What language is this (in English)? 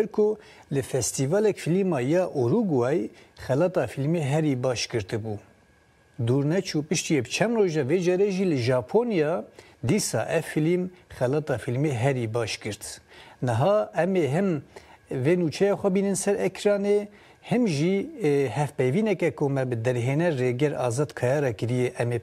Kurdish